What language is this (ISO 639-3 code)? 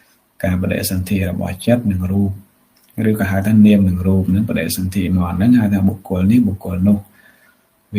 khm